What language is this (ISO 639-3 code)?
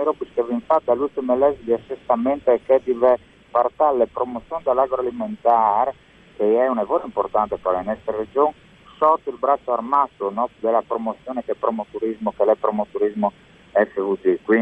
fur